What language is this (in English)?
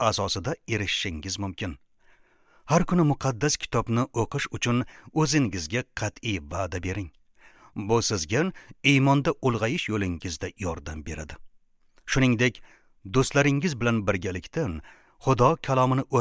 Uzbek